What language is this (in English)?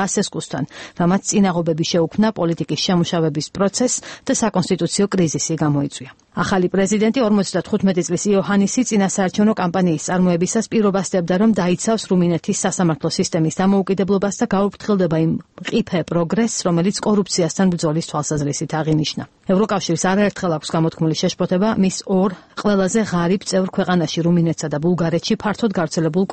Georgian